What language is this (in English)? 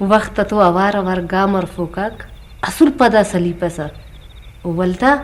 Brahui